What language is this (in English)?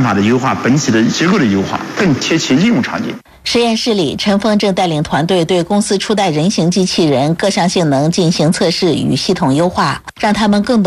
Chinese